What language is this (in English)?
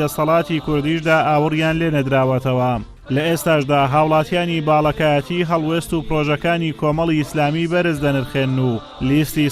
Central Kurdish